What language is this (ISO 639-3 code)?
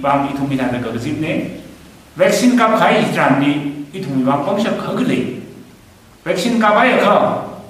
nmf